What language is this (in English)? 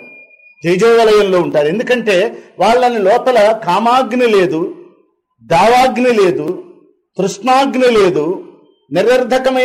Telugu